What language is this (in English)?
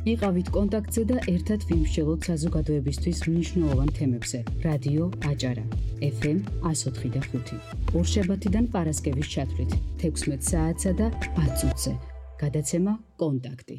Georgian